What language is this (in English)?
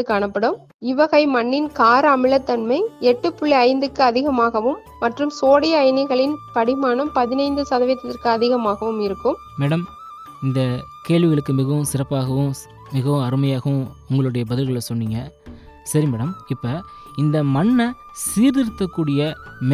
Tamil